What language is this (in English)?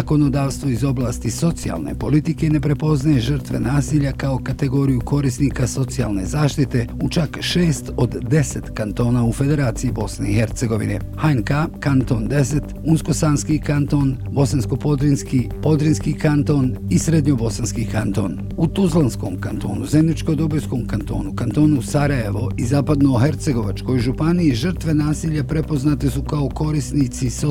Bosnian